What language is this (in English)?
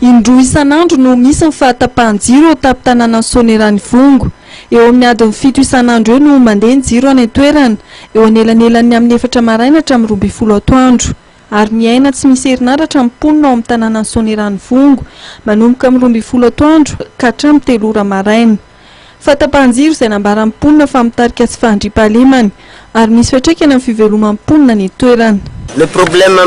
Malagasy